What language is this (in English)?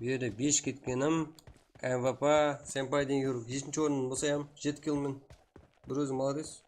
Kara-Kalpak